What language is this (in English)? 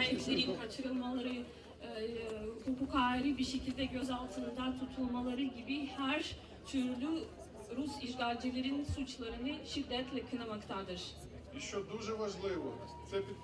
Crimean Tatar